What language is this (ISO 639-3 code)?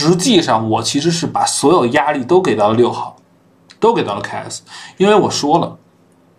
zho